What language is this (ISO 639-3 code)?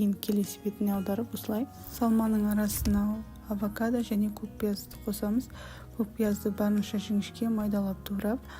kaz